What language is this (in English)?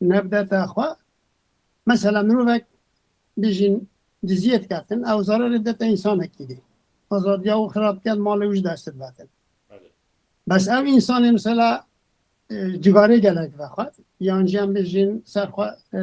Kurdish